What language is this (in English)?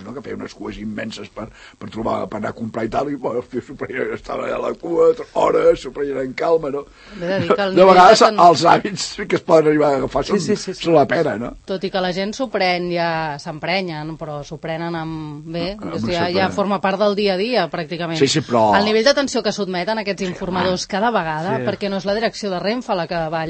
Catalan